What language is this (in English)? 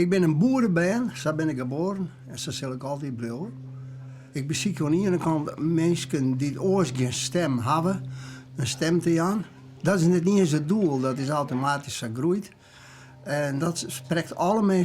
Western Frisian